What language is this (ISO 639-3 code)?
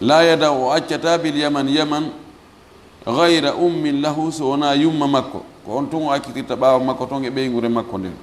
ful